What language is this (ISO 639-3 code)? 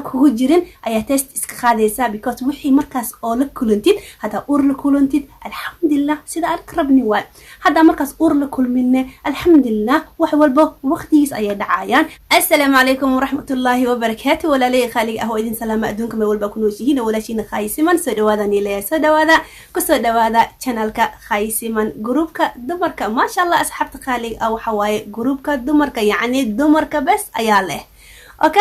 som